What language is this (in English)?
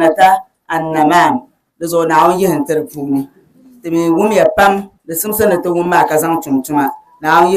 Dagbani